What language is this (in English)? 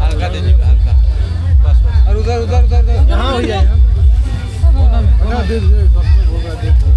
Santali